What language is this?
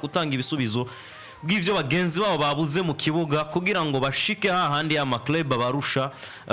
Rundi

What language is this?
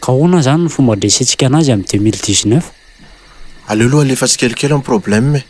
Malagasy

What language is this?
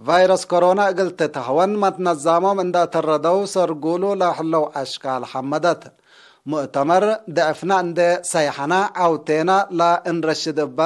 Tigre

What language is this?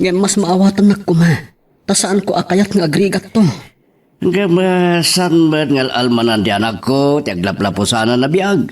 Iloko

